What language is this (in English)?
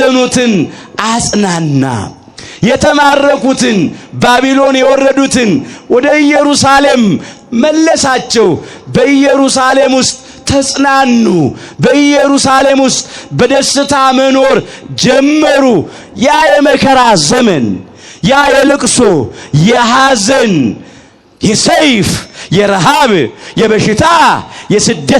Amharic